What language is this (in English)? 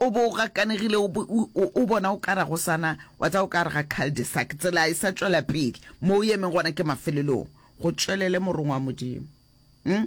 Northern Sotho